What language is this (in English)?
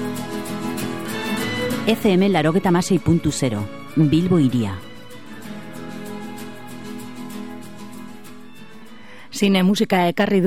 Basque